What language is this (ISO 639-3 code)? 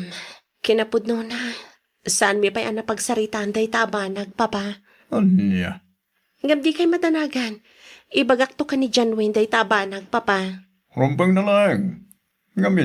ilo